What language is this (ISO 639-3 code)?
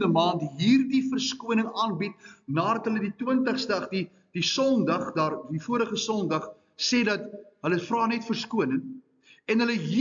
afr